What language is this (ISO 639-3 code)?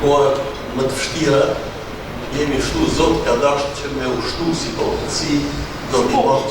sqi